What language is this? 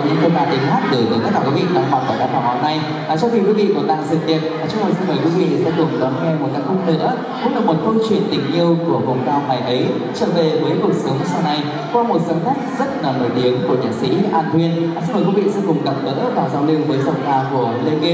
Vietnamese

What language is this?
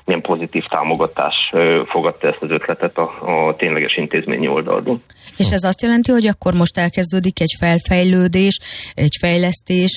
Hungarian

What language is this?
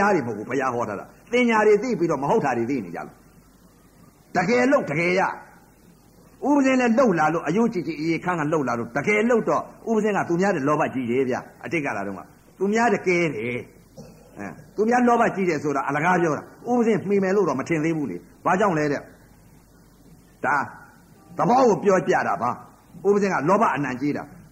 Burmese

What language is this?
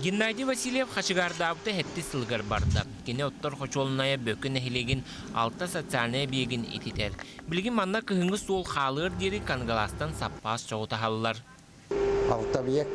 Yakut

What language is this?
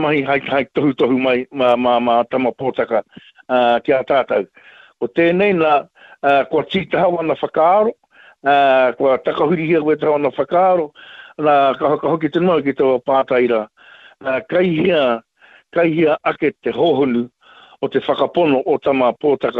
Māori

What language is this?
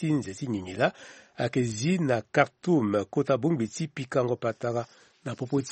Sango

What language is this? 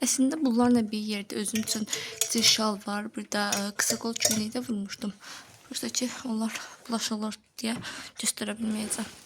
Azerbaijani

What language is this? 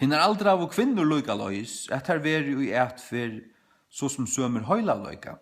Faroese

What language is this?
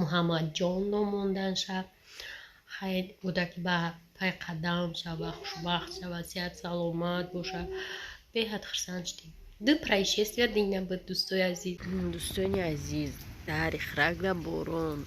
Tajik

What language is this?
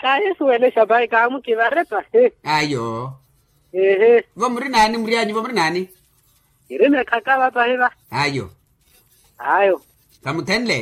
Makhuwa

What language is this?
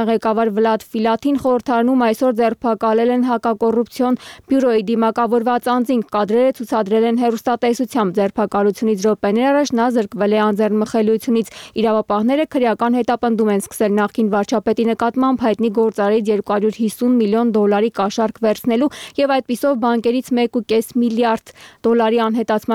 Armenian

